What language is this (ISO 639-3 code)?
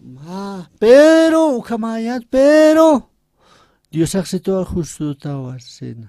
aym